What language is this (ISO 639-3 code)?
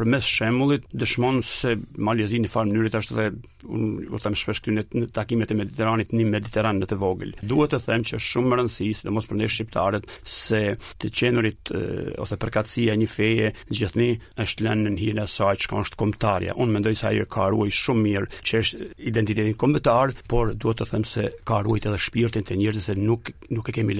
sqi